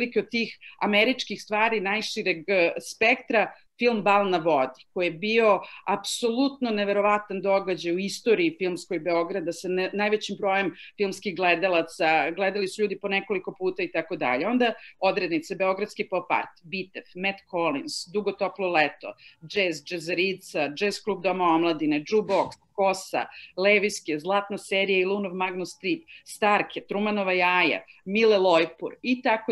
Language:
Serbian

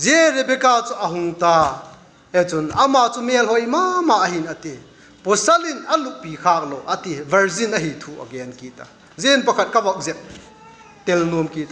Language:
Vaiphei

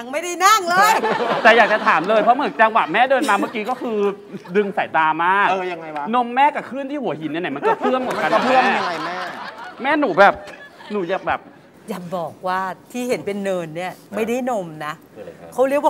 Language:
Thai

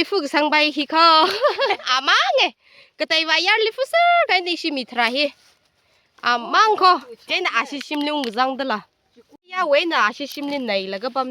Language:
Tangkhul Naga (India)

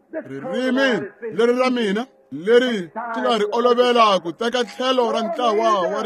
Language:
Tsonga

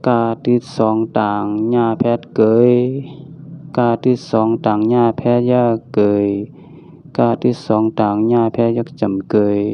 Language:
Shan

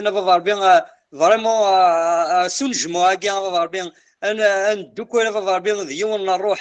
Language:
Kabyle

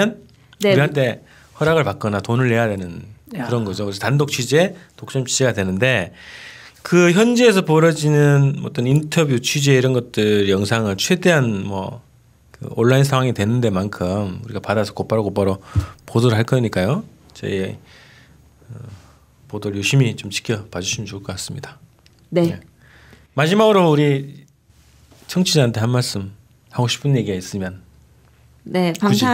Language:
Korean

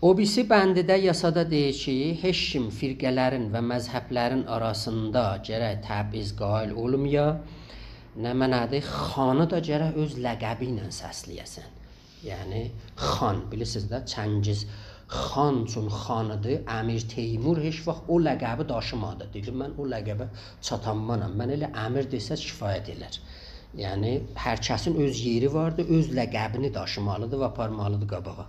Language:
South Azerbaijani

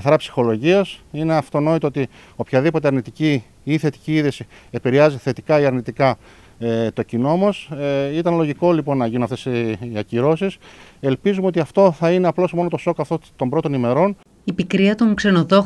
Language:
Greek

